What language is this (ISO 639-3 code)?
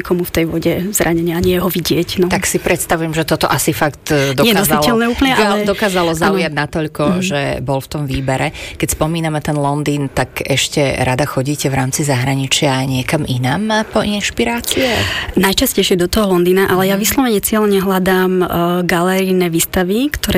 slk